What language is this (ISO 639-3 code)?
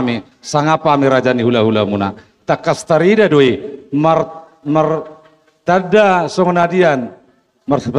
bbc